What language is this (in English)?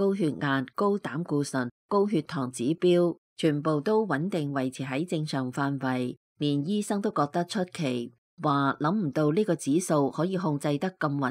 Cantonese